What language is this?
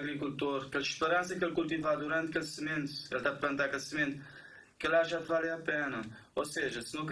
Kabuverdianu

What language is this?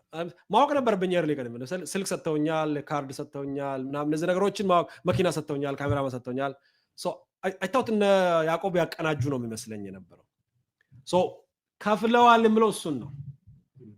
Amharic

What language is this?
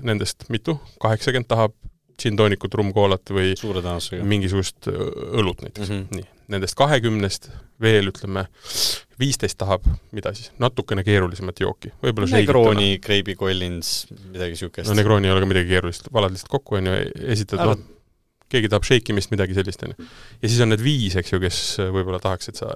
Estonian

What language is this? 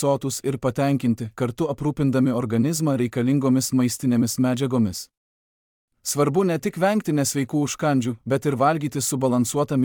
Lithuanian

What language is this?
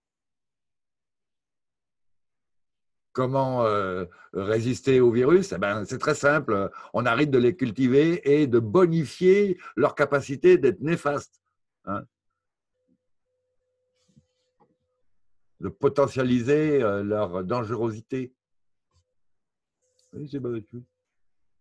French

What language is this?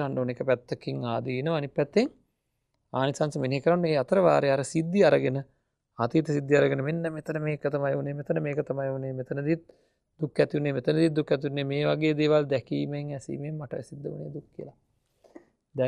Sinhala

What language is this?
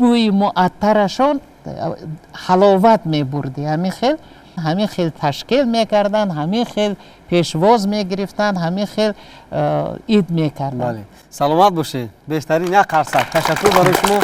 Tajik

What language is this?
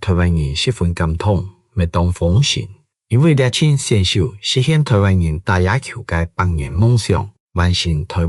Hakka Chinese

